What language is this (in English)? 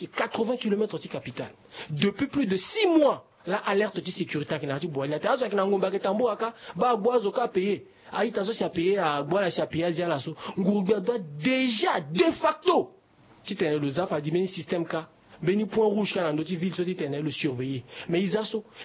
Sango